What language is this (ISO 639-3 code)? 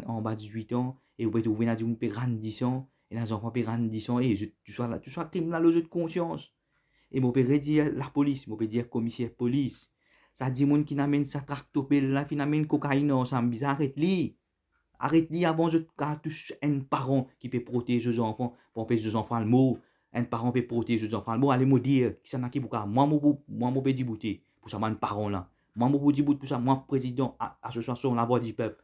mfe